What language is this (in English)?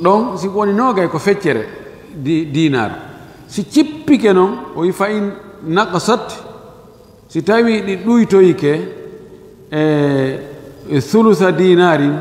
Fula